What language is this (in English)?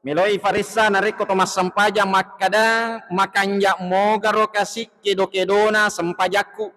Buginese